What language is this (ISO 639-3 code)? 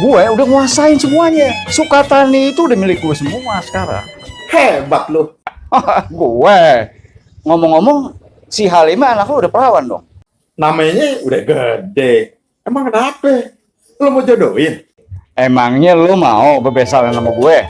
bew